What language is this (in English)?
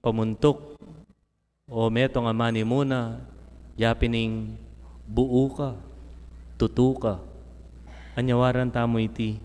Pampanga